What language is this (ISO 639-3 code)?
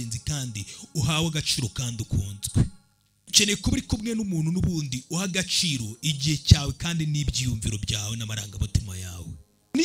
kin